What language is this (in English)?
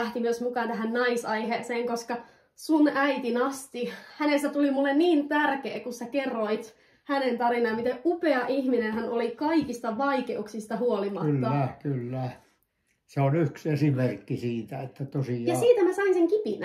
Finnish